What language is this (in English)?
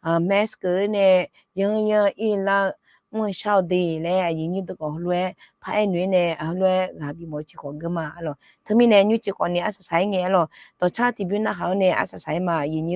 Akha